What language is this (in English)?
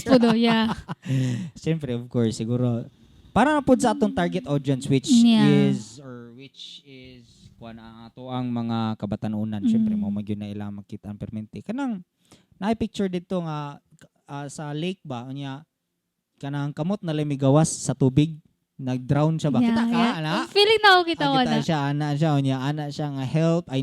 Cebuano